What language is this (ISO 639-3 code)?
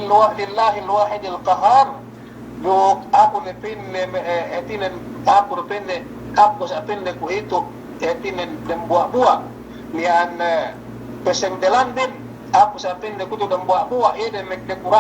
yka